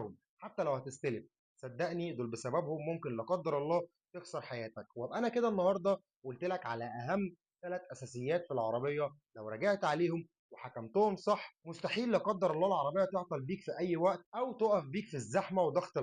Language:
Egyptian Arabic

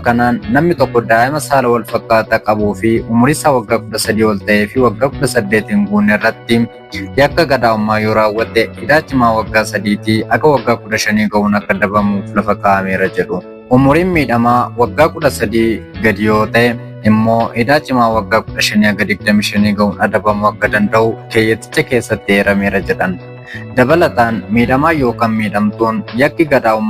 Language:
Oromo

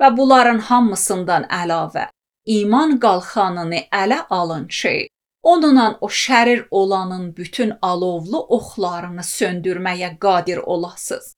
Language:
Azerbaijani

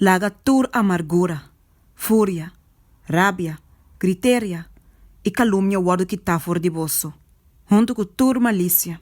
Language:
Papiamento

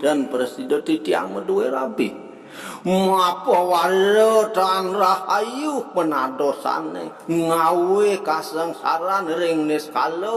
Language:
Balinese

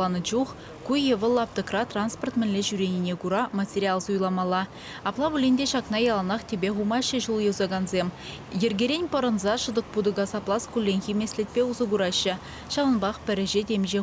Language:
Chuvash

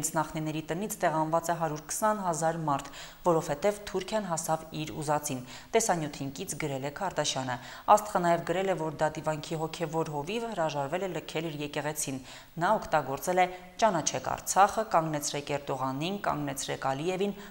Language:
Armenian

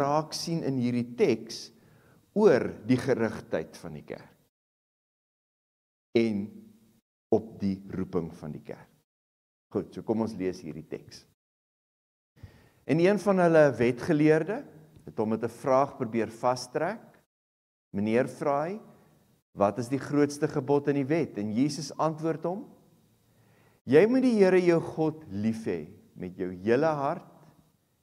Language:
Afrikaans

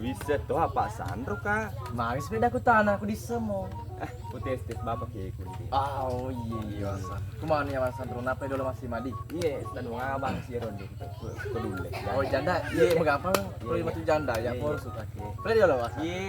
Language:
Buginese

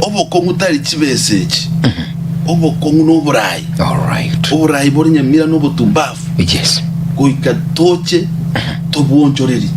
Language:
Gusii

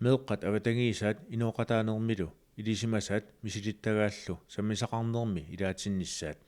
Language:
Kalaallisut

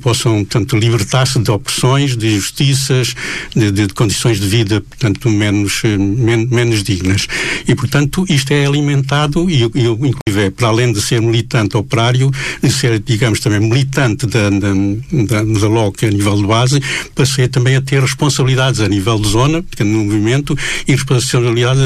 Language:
Portuguese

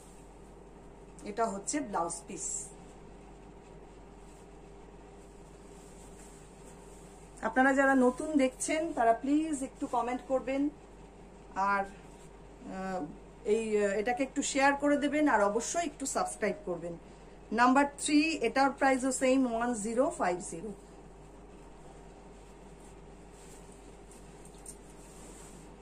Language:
Bangla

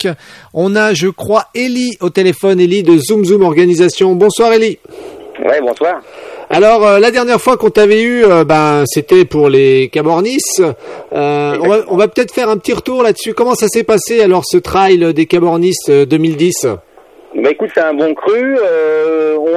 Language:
French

